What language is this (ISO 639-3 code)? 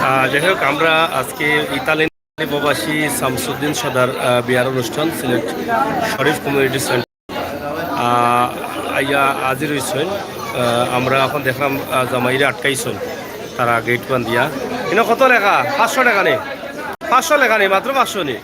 syl